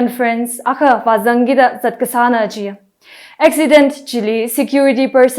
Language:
Tangkhul Naga (India)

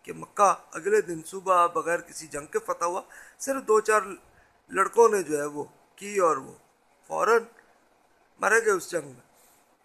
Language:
Urdu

